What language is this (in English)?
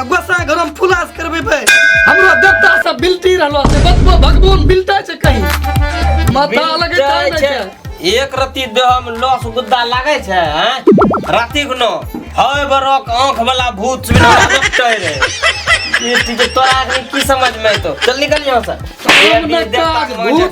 Maithili